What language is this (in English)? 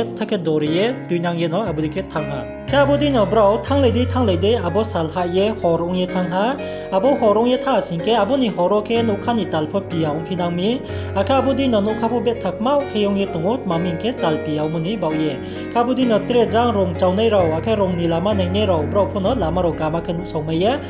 Riang (India)